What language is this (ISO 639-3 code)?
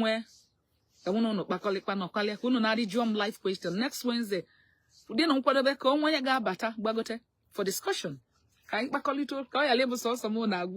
ibo